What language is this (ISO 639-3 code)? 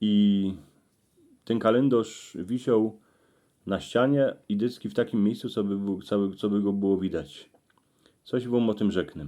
szl